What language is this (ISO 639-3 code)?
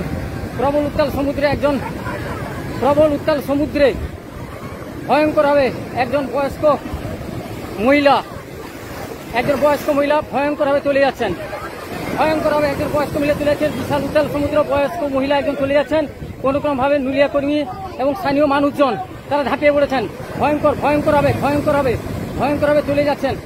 ben